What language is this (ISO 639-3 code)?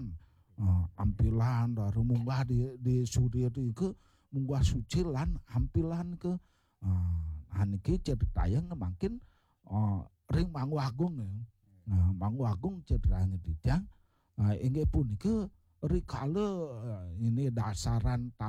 ban